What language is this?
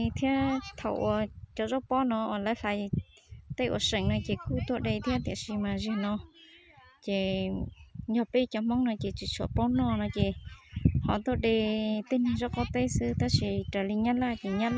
Hmong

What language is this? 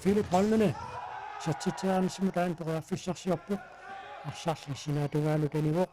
Kalaallisut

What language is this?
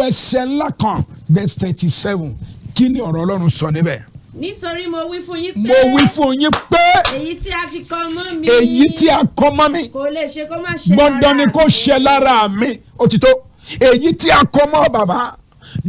Yoruba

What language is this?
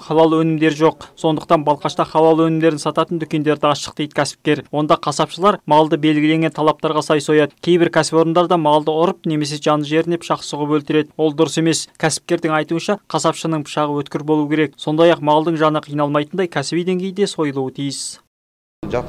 Kazakh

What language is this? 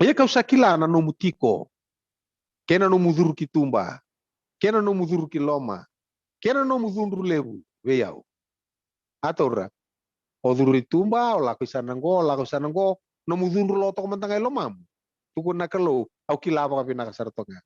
Fijian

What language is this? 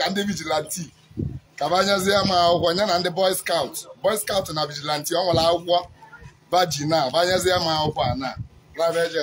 Igbo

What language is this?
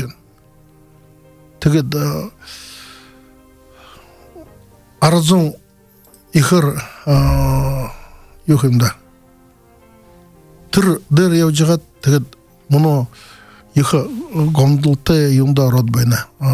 Buriat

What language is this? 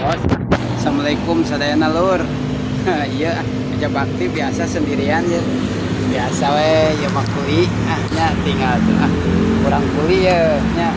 Sundanese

